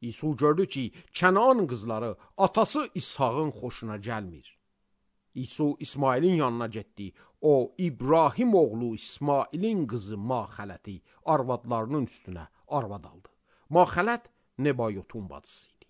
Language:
Azerbaijani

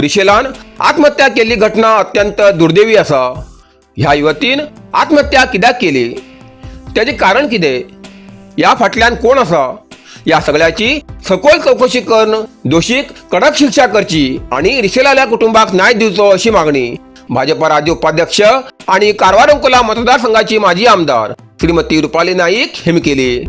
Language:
Konkani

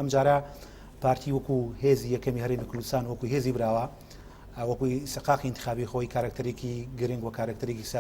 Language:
Central Kurdish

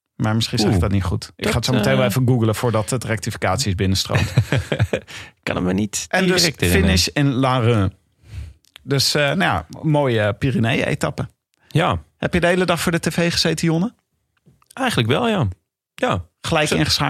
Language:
Dutch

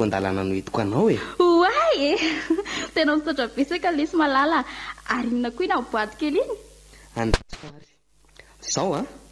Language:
Malagasy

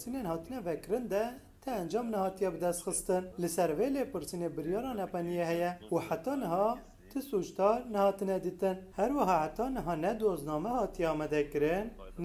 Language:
Kurdish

